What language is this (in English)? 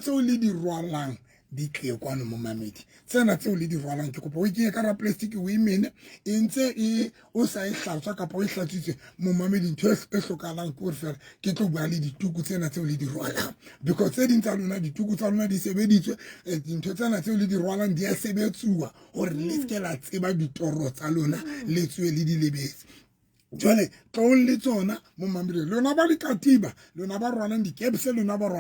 Southern Sotho